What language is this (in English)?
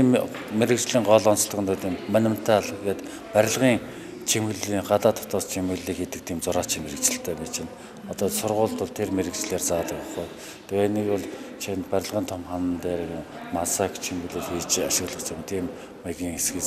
Mongolian